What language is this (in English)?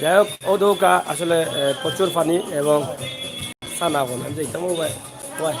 Sylheti